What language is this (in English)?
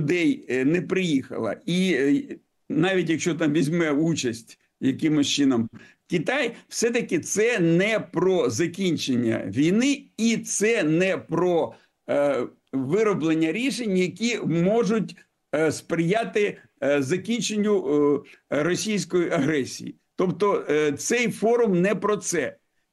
Ukrainian